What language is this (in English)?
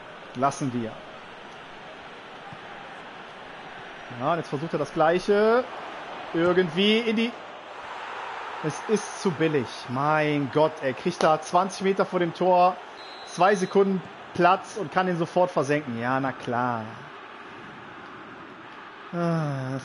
German